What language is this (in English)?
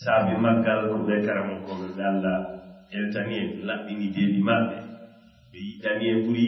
Fula